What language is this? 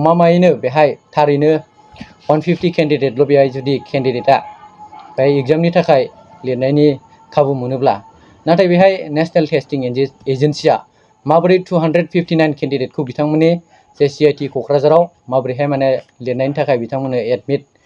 Bodo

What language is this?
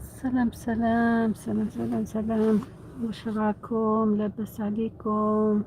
Algerian Arabic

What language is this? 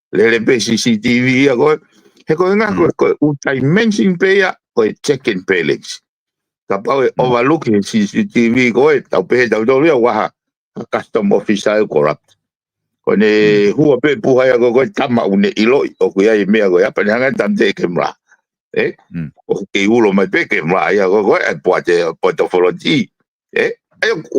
Tongan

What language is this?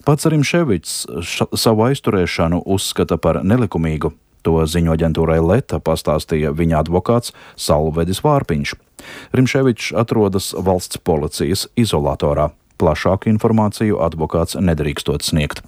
Latvian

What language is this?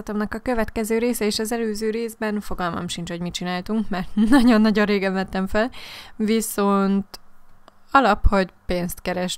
Hungarian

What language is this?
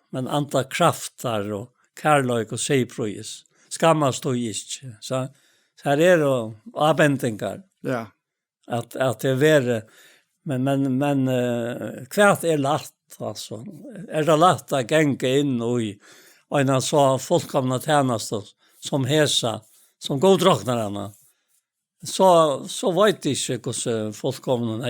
Faroese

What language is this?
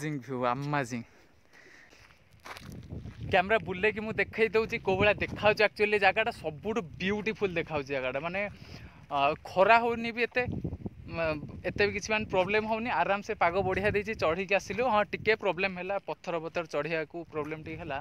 Odia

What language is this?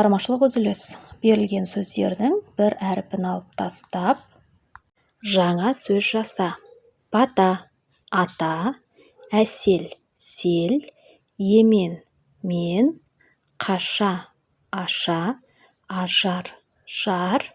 Kazakh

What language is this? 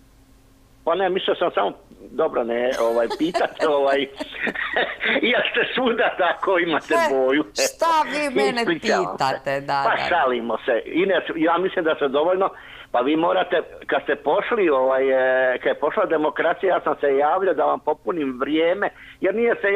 Croatian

